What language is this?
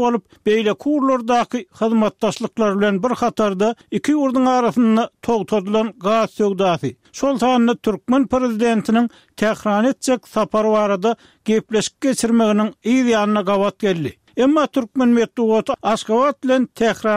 Turkmen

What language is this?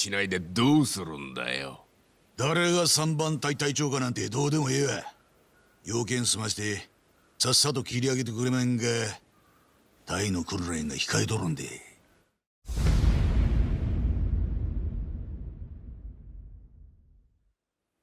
Japanese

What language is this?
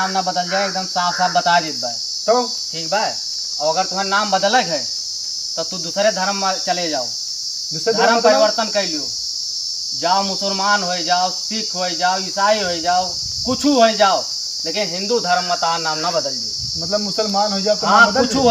Awadhi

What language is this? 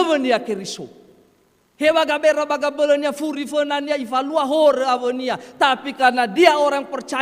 Nias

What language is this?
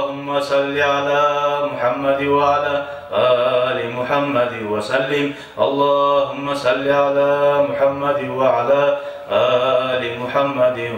Kumyk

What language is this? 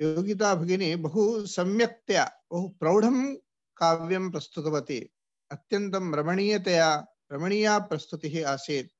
Sanskrit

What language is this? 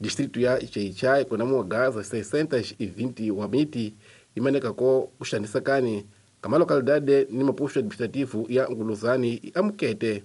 Tsonga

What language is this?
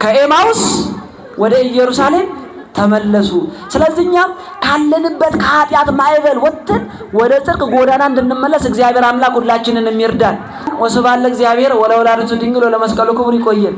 Amharic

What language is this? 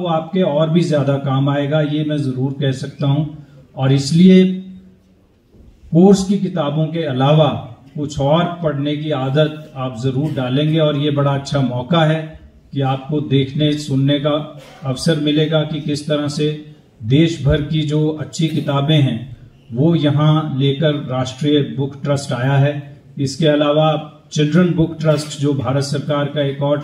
Hindi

